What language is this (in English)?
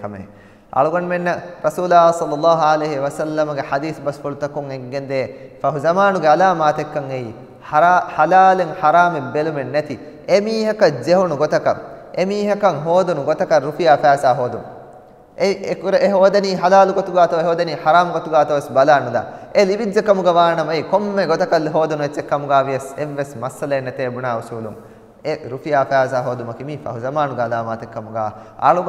Divehi